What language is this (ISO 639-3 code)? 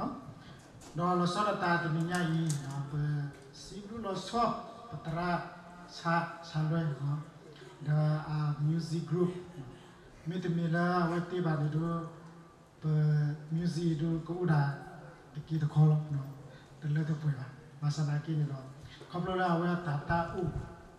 ksw